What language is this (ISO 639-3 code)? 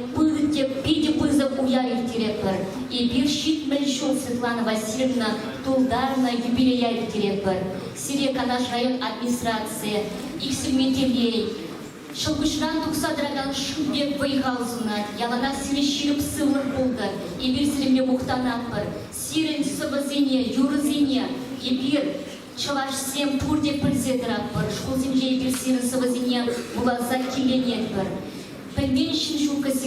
chv